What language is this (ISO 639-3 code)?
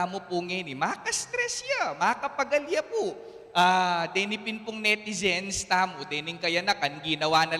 pam